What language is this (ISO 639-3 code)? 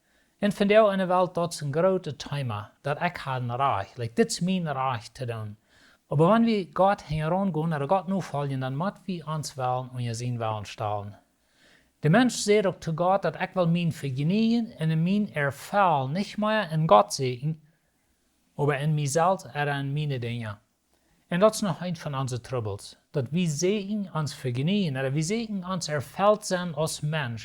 pdt